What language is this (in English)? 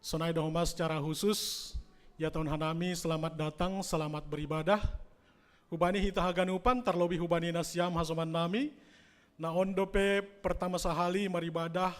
Batak Simalungun